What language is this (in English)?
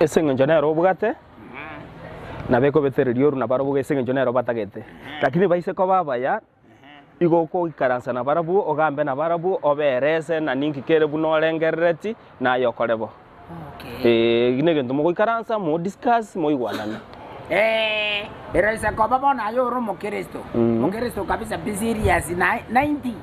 Gusii